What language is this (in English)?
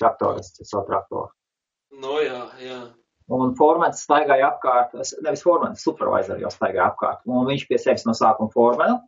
Latvian